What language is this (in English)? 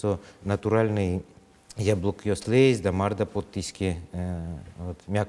Udmurt